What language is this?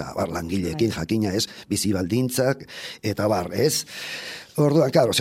Basque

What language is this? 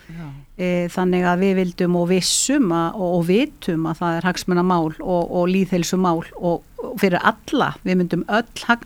Icelandic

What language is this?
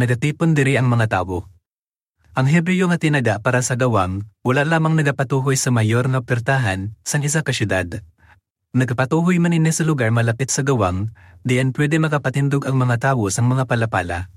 Hiligaynon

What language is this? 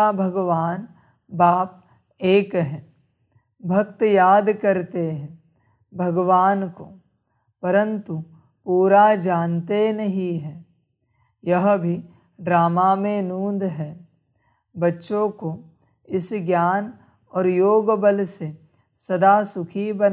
Hindi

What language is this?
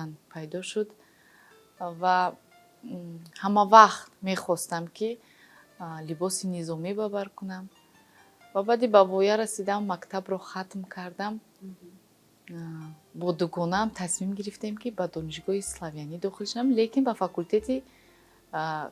Tajik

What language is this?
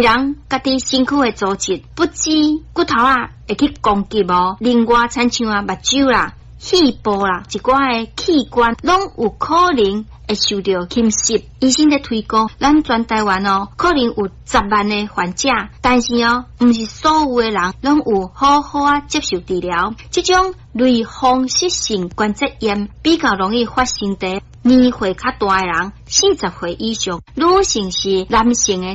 Min Nan Chinese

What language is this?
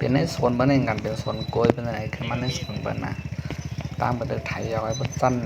Shan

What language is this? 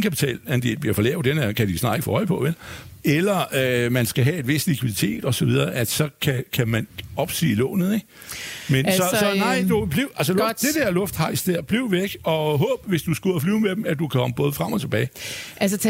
Danish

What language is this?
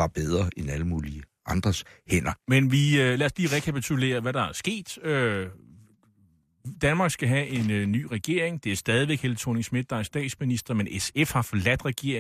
Danish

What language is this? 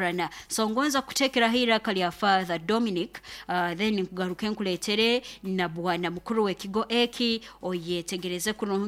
Nyoro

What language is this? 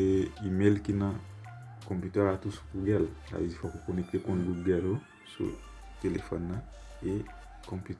Haitian Creole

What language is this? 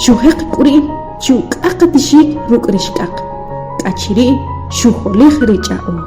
Achi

